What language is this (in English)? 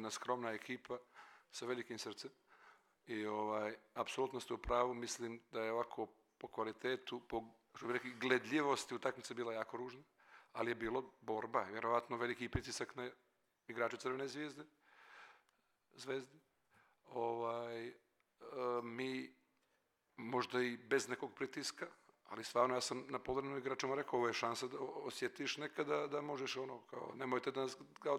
Serbian